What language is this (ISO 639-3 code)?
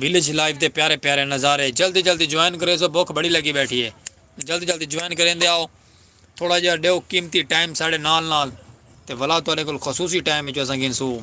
skr